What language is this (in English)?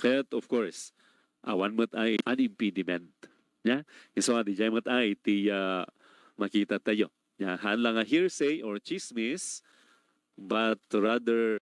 Iloko